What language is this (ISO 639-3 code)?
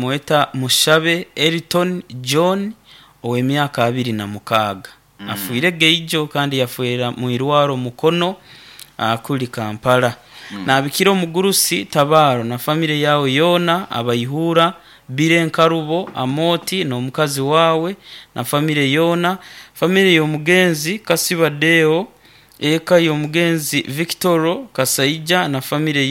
nyo